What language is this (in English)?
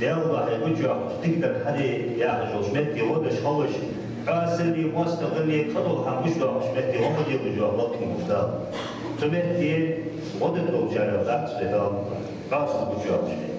Ingush